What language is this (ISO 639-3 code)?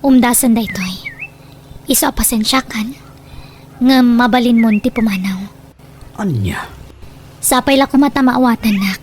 ilo